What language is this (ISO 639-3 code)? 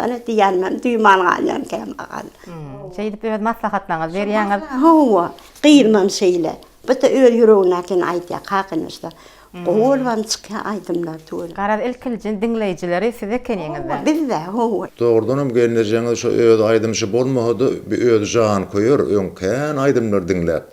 tuk